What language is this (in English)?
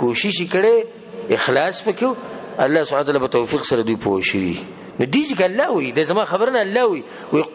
Pashto